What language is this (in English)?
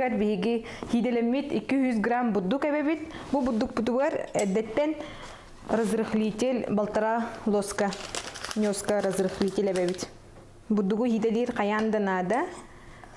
Yakut